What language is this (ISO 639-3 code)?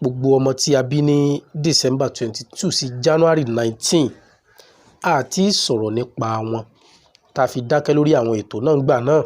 yor